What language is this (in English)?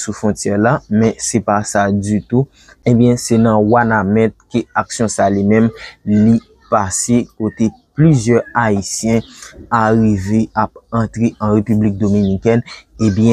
Haitian Creole